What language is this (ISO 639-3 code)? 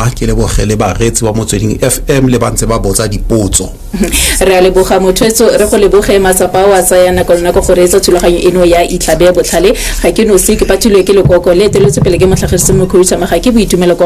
tsn